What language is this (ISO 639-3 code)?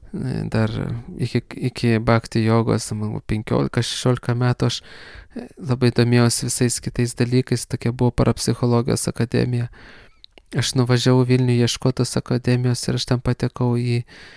lit